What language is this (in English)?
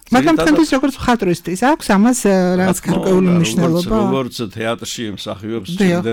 Georgian